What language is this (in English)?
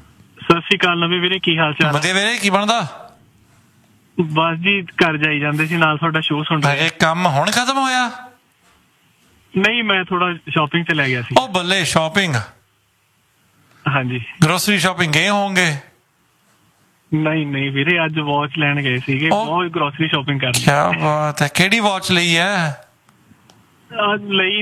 Punjabi